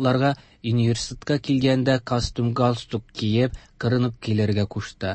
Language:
Tatar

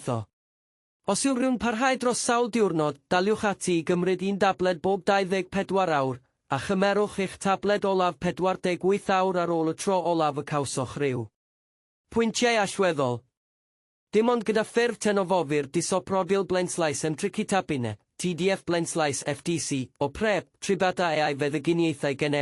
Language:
Welsh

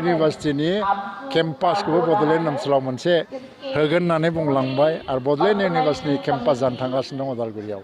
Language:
Bodo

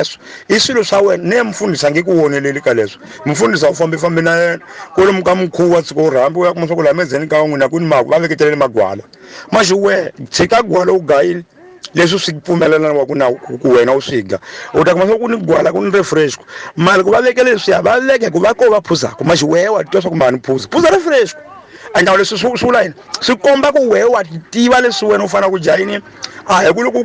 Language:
Tsonga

